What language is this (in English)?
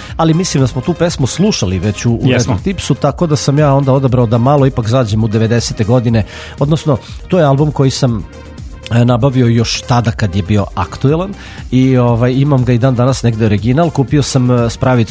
Serbian